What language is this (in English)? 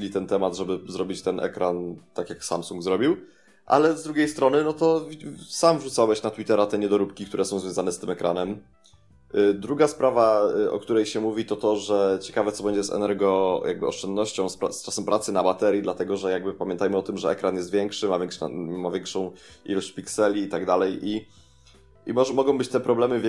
Polish